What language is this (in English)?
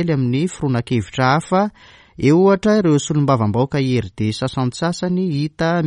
Malagasy